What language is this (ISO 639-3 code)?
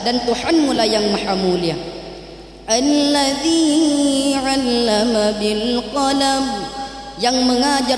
bug